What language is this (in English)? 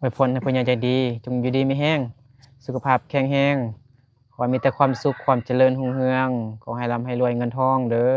Lao